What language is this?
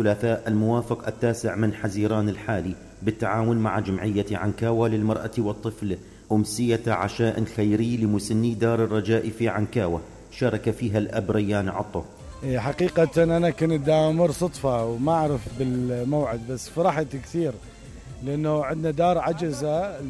Mesopotamian Arabic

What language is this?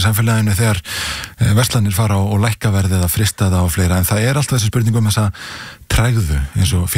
Icelandic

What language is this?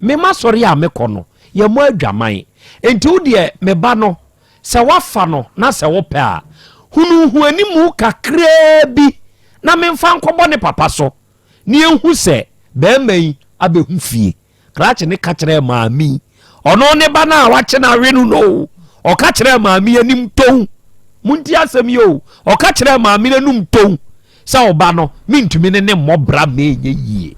Akan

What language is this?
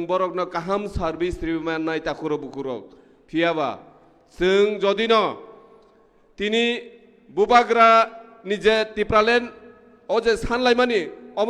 Kok Borok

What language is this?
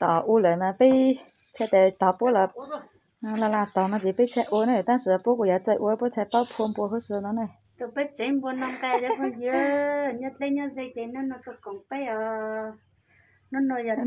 Hmong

